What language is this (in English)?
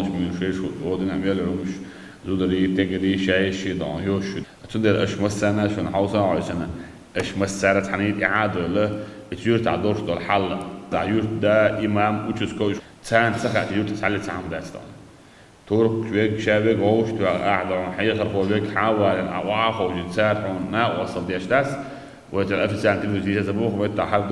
Chechen